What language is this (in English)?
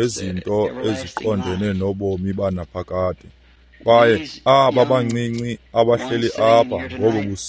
Xhosa